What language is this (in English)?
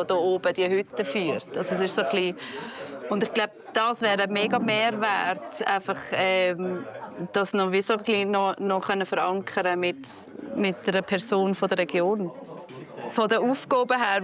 Swiss German